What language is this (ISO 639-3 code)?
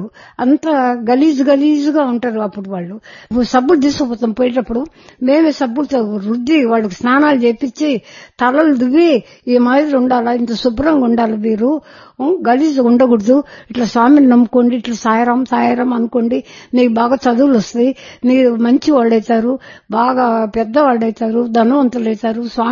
tel